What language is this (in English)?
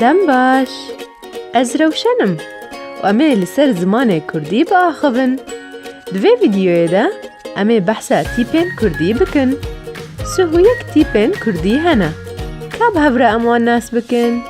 Kurdish